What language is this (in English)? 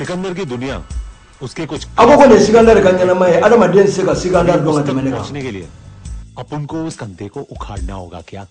Bambara